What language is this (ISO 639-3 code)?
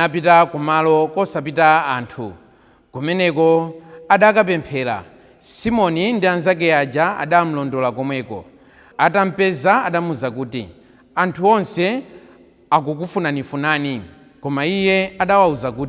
nya